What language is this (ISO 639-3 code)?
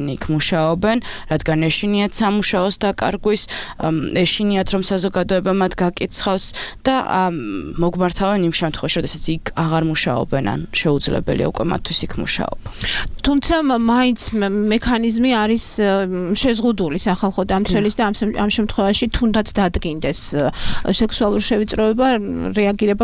kat